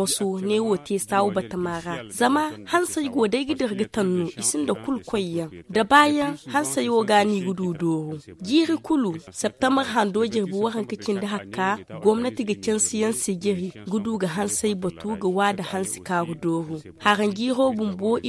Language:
Zarma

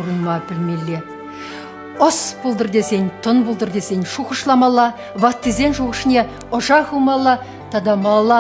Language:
Chuvash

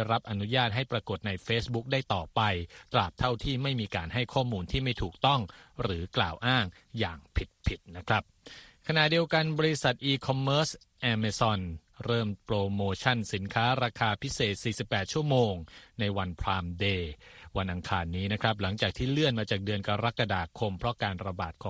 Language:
Thai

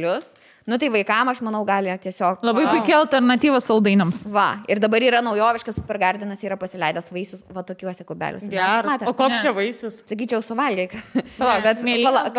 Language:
Lithuanian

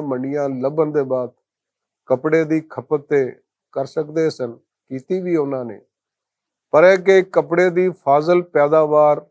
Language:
Western Panjabi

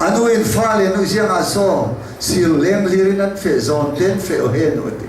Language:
Hakha Chin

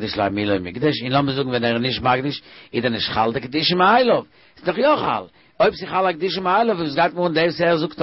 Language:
Yiddish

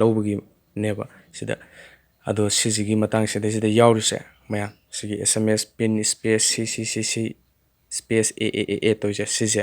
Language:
Manipuri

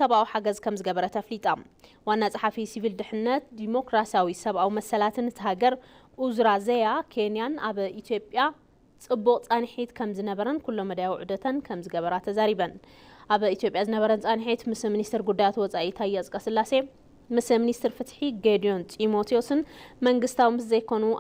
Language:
Tigrinya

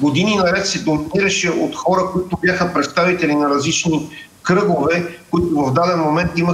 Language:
Bulgarian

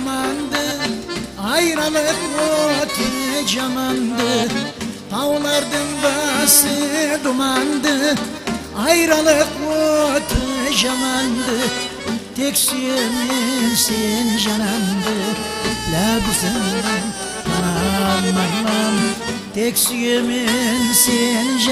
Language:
Kara-Kalpak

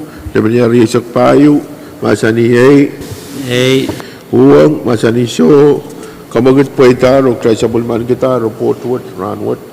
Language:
Pohnpeian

